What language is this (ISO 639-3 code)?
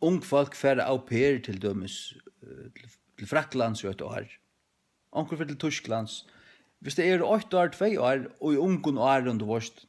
fao